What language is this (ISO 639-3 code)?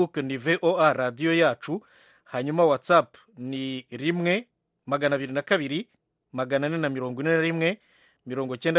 kin